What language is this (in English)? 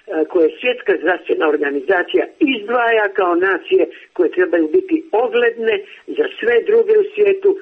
Serbian